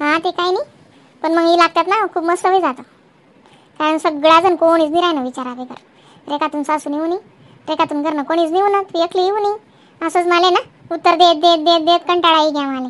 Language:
Khandesi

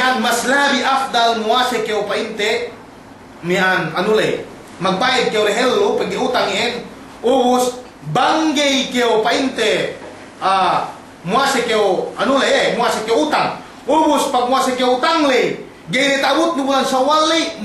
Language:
Yakan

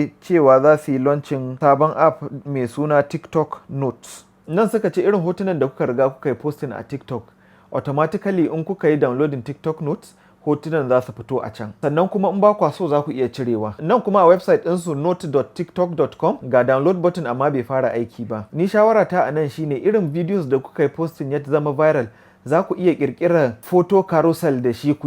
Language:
Hausa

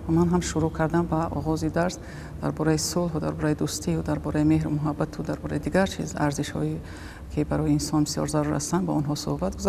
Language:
Tajik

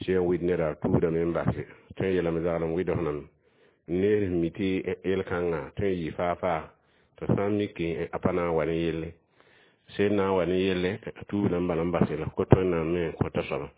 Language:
Mossi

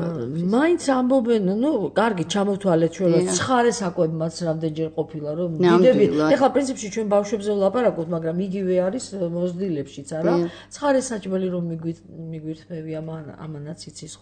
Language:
Georgian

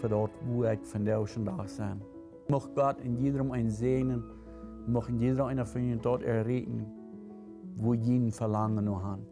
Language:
Plautdietsch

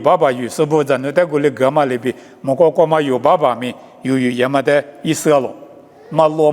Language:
Lisu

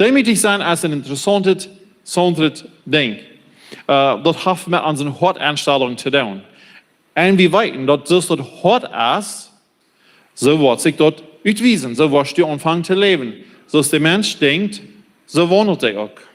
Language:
Plautdietsch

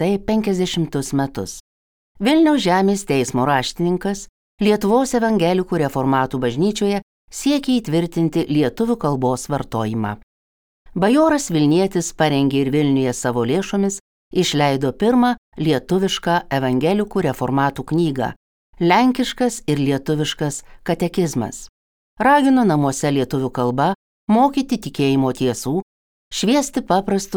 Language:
Lithuanian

